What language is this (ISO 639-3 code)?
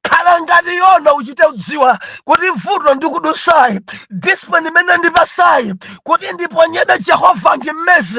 nya